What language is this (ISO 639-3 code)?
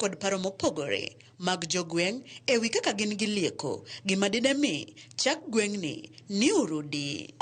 luo